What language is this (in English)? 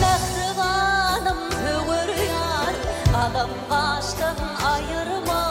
Turkmen